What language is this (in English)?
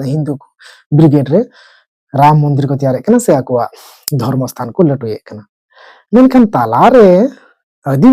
Santali